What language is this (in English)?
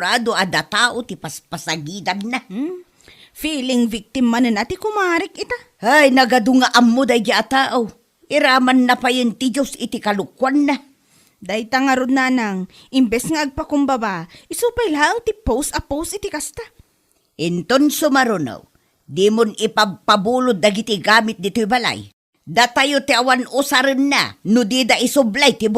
Iloko